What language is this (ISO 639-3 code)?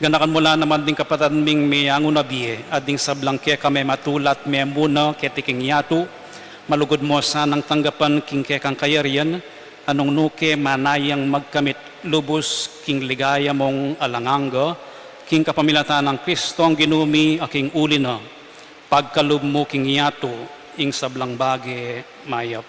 pam